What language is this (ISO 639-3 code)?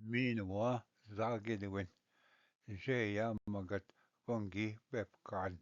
oji